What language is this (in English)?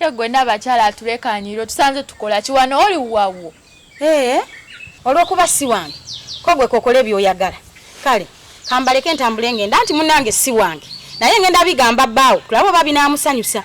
Ganda